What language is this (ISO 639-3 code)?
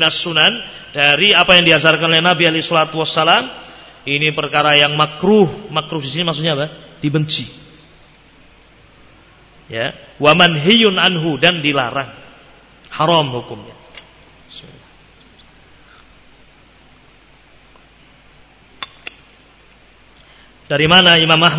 ind